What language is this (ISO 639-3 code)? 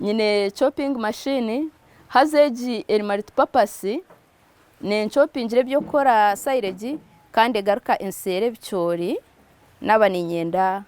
nyn